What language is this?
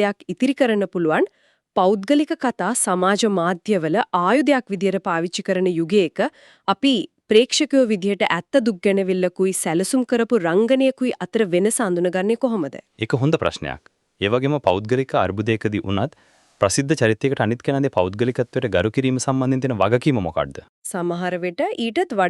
Sinhala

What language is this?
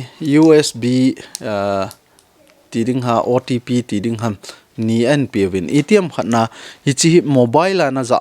Thado Chin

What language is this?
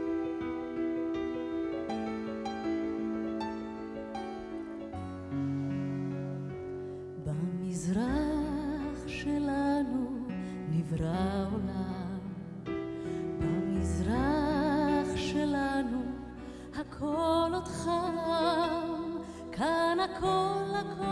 Hebrew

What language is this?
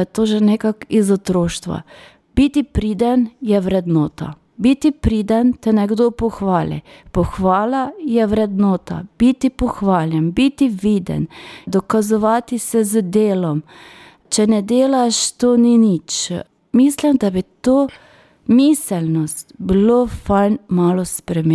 Slovenian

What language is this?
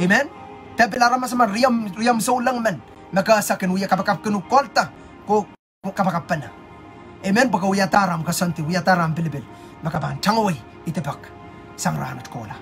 Pohnpeian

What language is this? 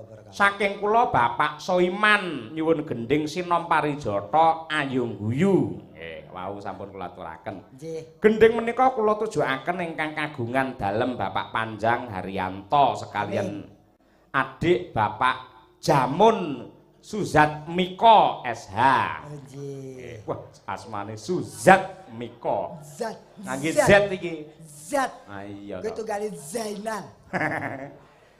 Javanese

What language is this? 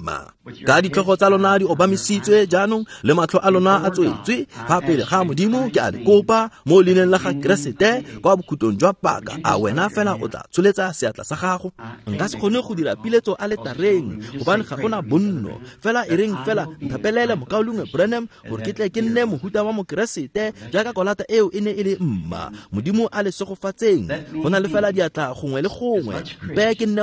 Tswana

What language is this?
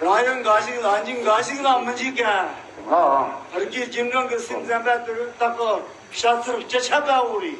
Tibetan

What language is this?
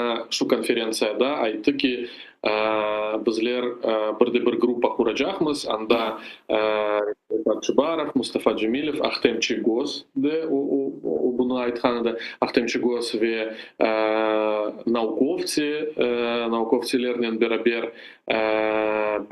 Crimean Tatar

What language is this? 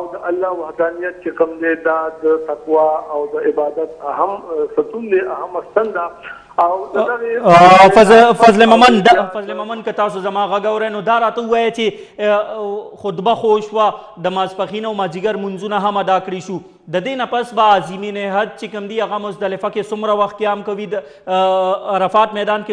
Pashto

